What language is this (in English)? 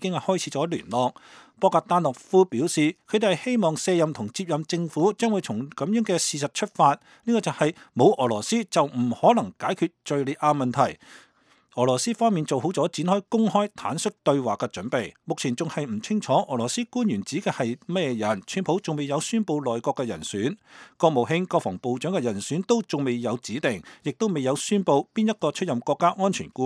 Cantonese